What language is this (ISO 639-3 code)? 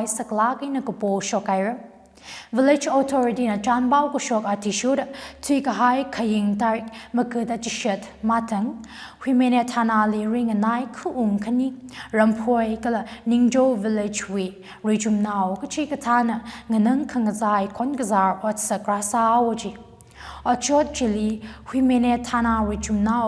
nmf